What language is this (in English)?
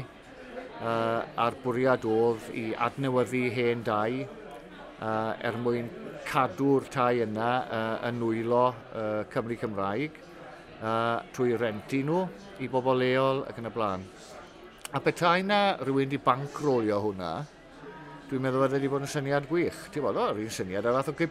Welsh